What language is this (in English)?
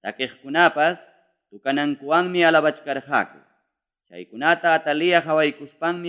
Ayacucho Quechua